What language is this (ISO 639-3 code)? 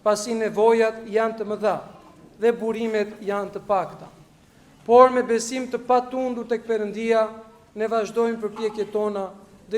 sqi